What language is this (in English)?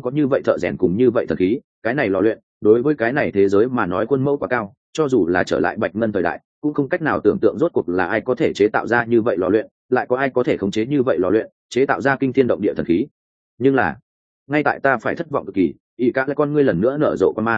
Vietnamese